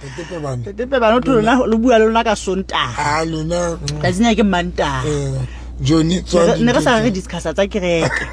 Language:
Southern Sotho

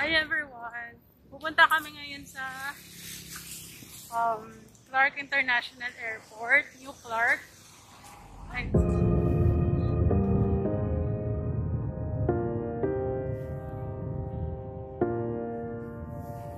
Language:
Filipino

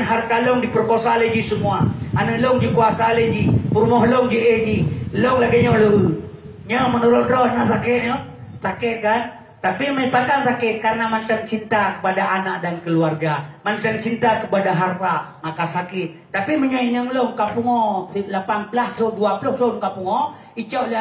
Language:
Achinese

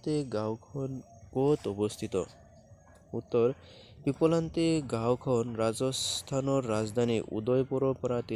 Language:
Assamese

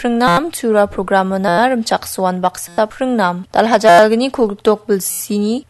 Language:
Garo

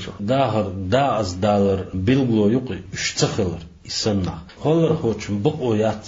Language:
Chechen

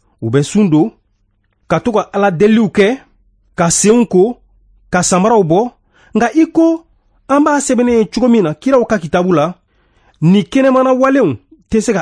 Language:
Bambara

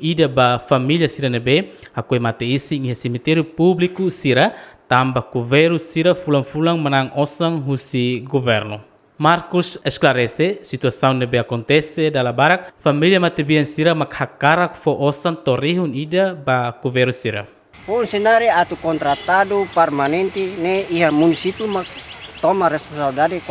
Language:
Tetum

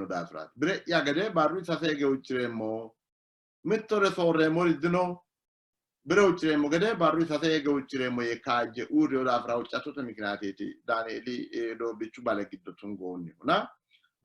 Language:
Sidamo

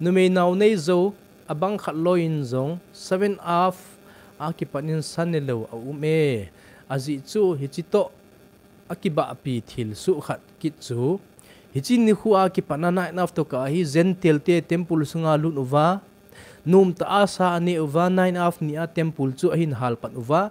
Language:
Thado Chin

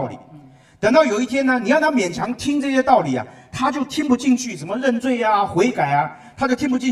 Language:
Chinese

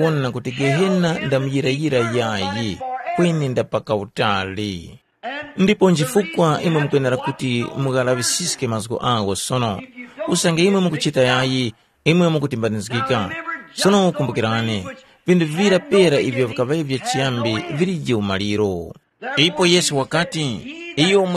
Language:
Tumbuka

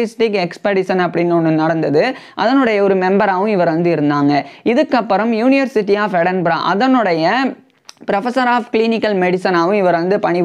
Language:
Tamil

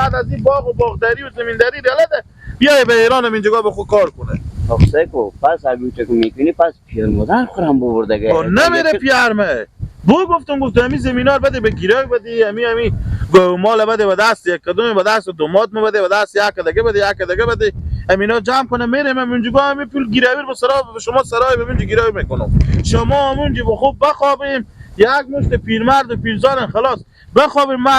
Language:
Persian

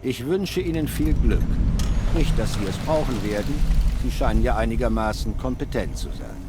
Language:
Bavarian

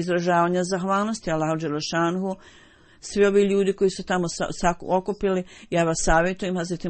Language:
Bosnian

